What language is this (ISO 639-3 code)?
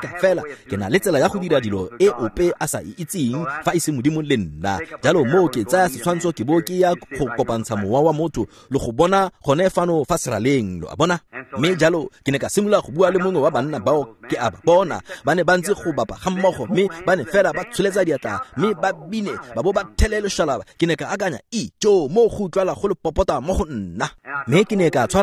tsn